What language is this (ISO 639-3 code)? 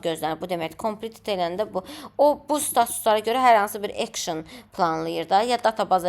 aze